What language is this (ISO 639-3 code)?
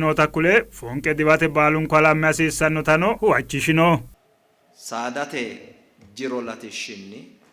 sid